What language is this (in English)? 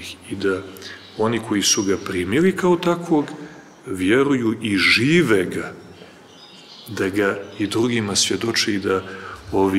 Serbian